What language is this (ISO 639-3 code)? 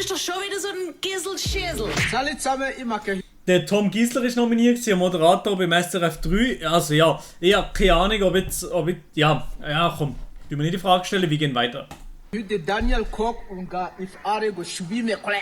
gsw